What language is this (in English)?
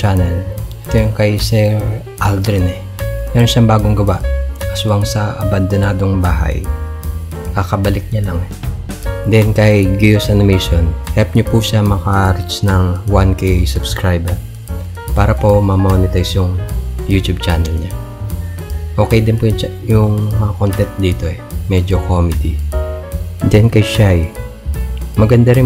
Filipino